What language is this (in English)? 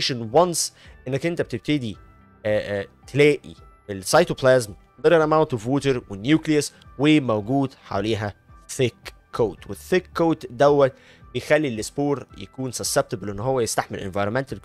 Egyptian Arabic